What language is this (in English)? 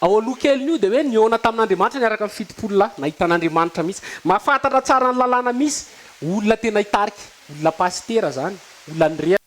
Malagasy